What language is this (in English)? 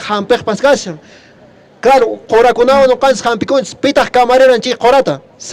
Quechua